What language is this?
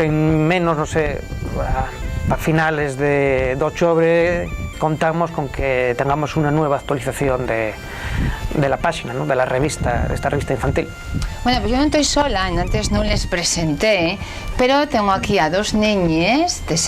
Asturian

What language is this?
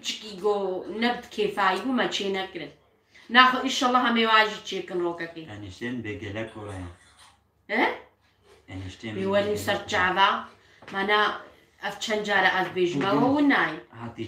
Kurdish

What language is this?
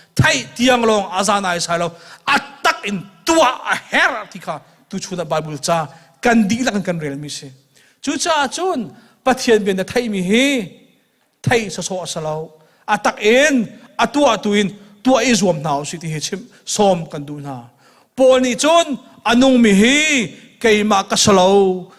Hakha Chin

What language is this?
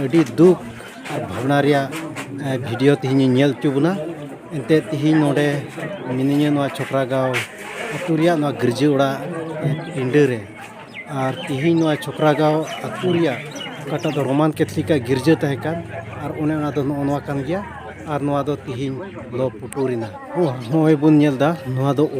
Santali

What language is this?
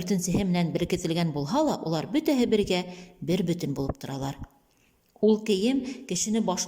Bashkir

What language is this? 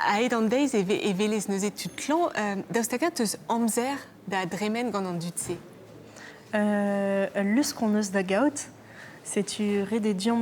Breton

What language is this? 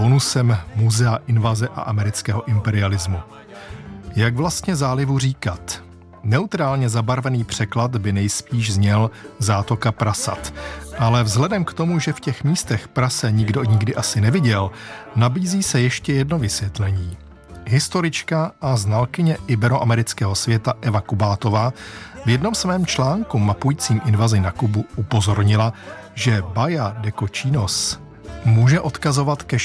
Czech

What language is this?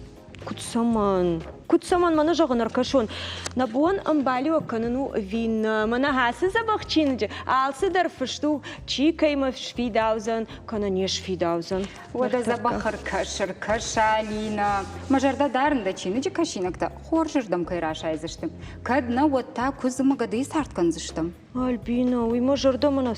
Ossetic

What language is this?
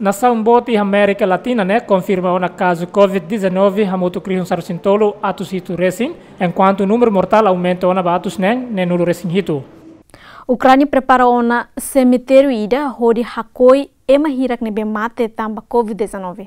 Tetum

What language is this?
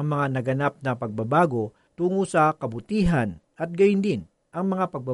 Filipino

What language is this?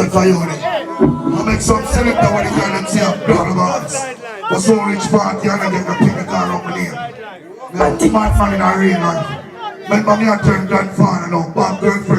Jamaican Creole English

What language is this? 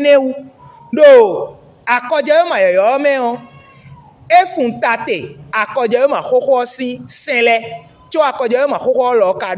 Fon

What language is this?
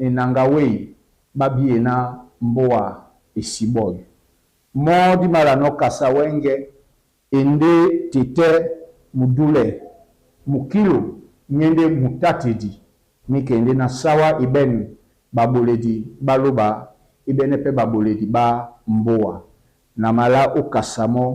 Duala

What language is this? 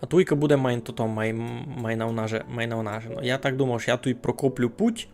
Rusyn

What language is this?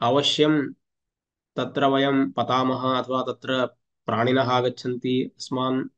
Sanskrit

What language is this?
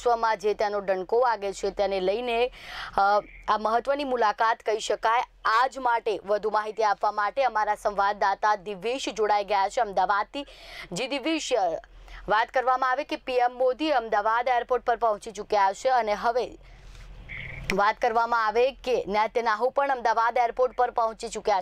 Gujarati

